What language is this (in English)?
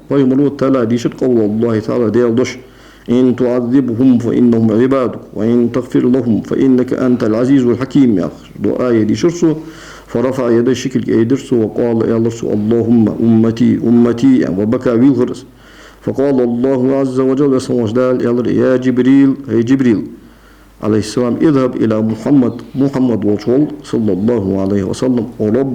Ingush